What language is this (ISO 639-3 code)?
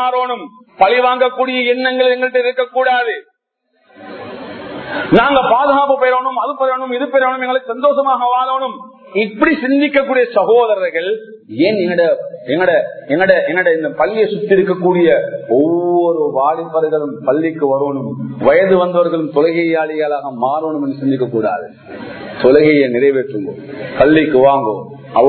tam